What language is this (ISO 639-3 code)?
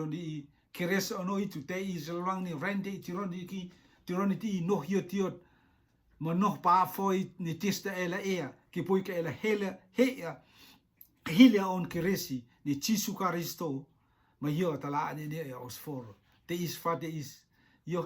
rtm